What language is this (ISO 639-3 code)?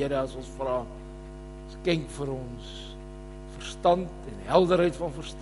afr